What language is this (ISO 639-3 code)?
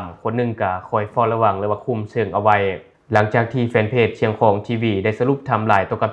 lao